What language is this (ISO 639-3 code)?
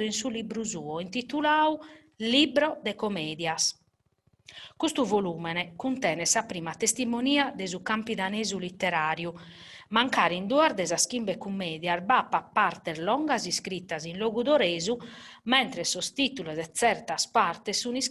srd